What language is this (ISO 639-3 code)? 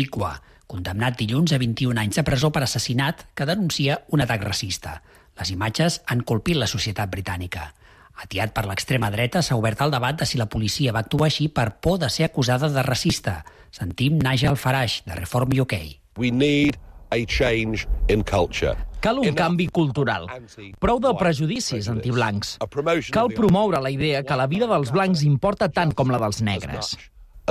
cat